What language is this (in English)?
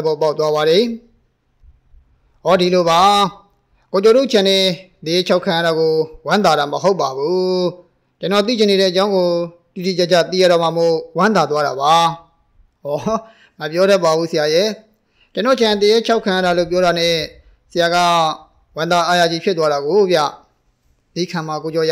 Burmese